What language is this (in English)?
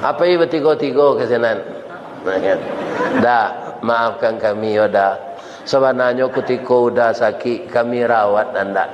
Minangkabau